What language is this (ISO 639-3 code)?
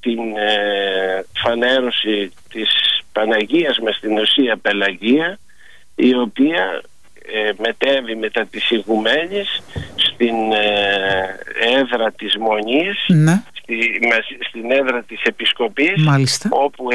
ell